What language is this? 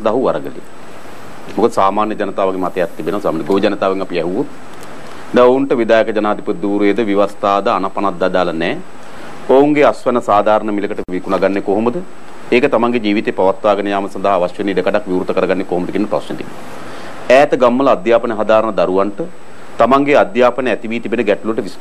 Sinhala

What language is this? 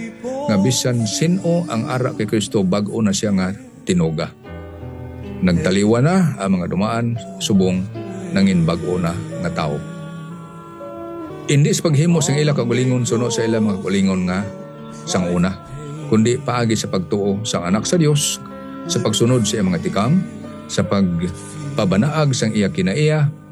Hiligaynon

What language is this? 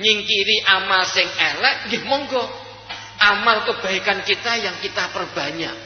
Javanese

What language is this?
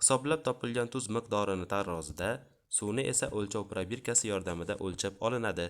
Uzbek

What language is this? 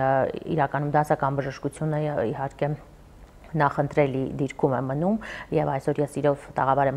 Armenian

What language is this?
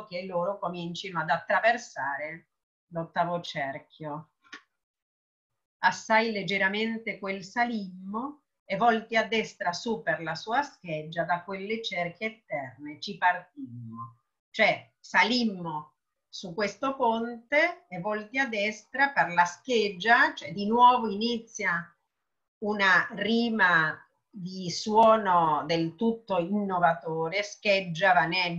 Italian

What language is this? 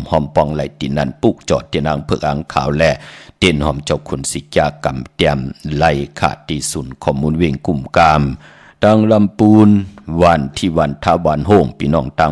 Shan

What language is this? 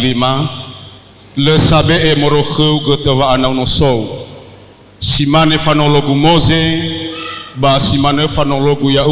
Nias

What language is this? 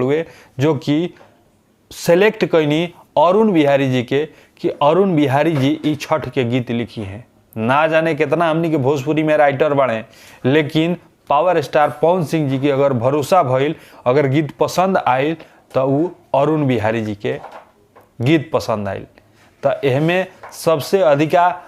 Bhojpuri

